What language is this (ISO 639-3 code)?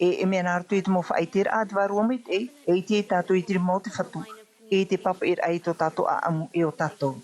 tah